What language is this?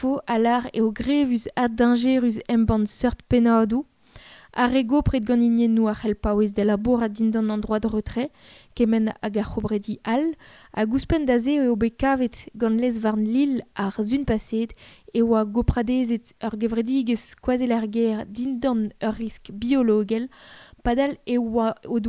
Breton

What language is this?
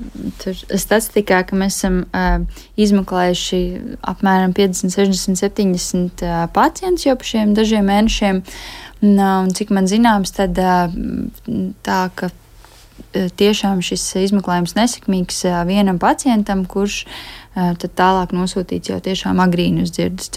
Latvian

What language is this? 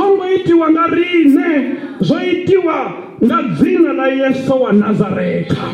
Venda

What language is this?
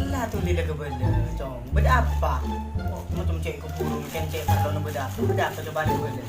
Madurese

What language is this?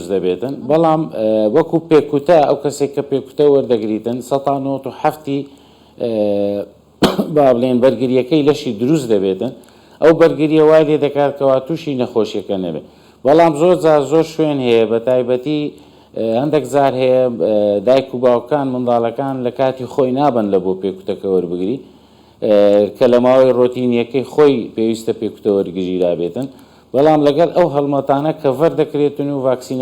Central Kurdish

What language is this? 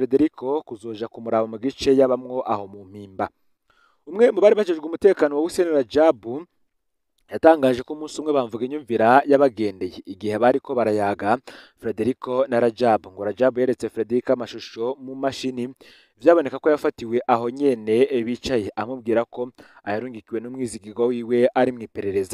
Rundi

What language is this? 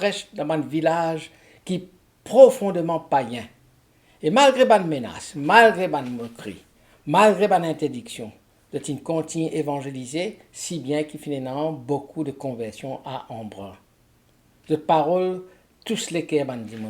Morisyen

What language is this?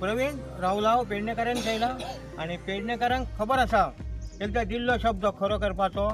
Konkani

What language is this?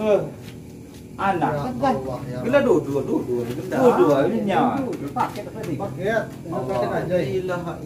Lampung Nyo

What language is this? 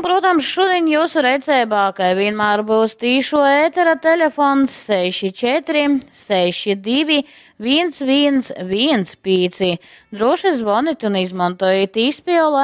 Latgalian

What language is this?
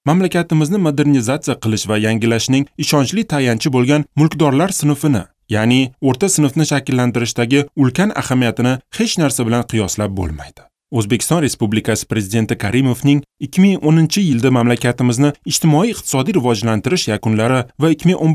Uzbek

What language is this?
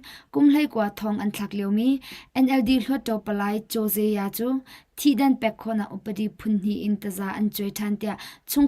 Hakha Chin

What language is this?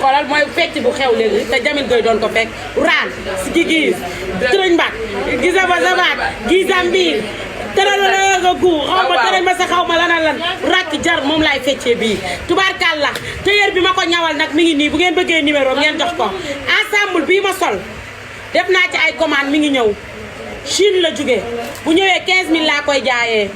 Wolof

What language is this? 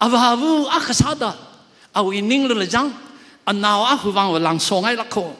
Tangkhul Naga (India)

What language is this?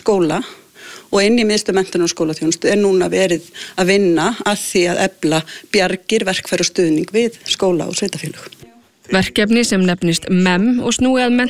Icelandic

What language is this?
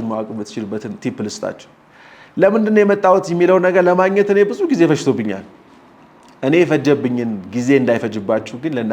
Amharic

